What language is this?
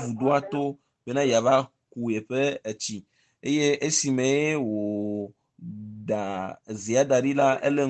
Ewe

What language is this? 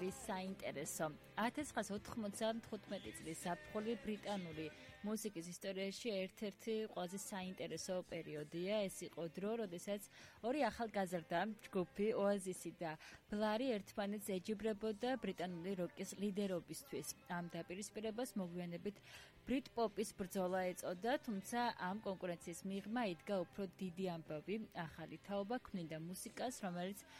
Georgian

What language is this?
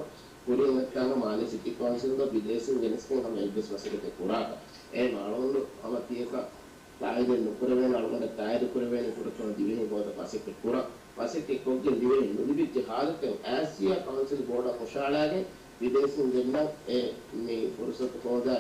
Divehi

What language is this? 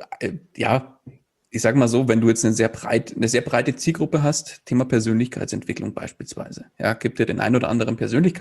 German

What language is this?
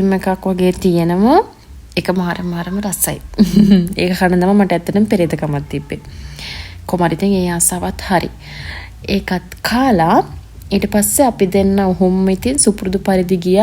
Sinhala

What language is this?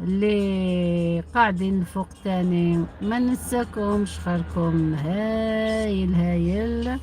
Algerian Arabic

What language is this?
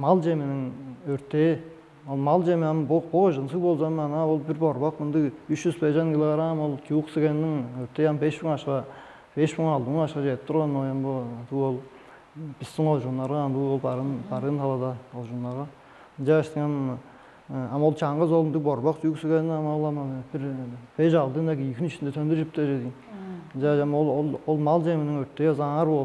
Tuvinian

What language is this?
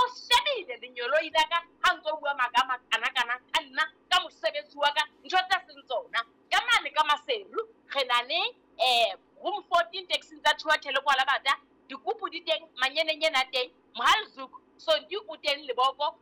Southern Sotho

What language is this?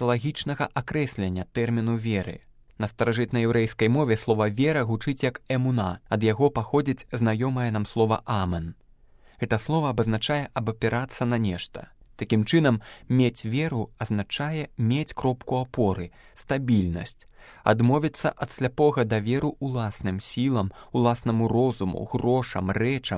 Belarusian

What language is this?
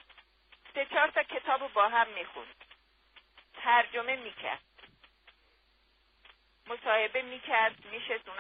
Persian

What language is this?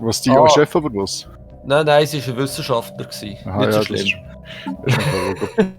Swiss German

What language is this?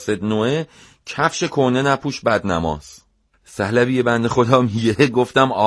Persian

